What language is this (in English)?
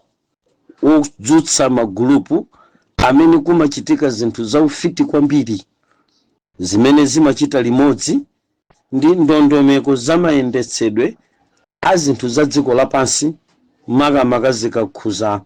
Nyanja